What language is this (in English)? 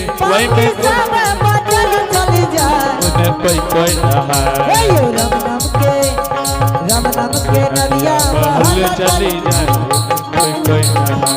Angika